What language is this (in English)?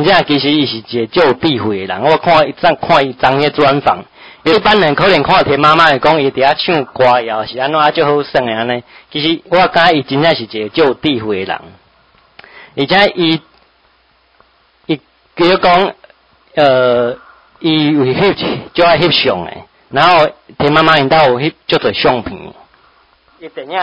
Min Nan Chinese